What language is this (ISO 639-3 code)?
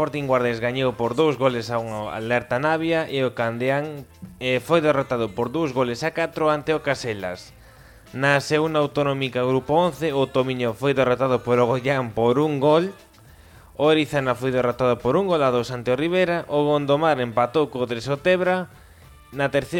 glg